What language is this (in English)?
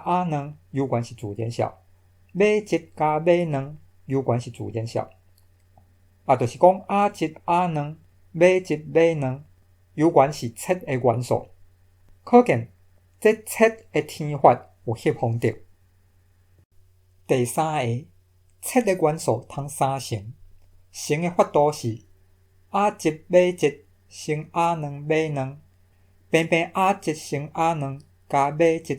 Min Nan Chinese